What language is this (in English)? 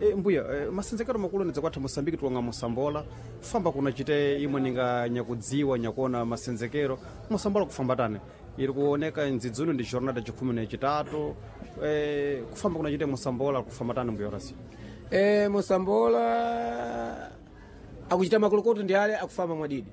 Sena